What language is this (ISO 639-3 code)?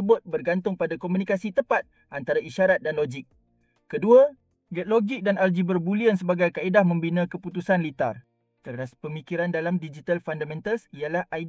msa